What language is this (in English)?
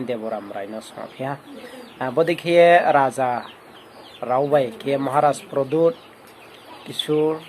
Riang (India)